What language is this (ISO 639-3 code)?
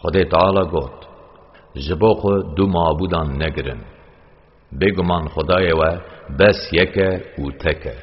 kur